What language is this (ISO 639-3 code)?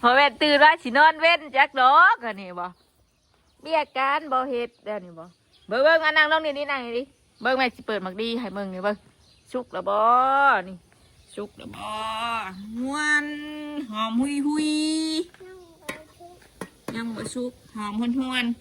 tts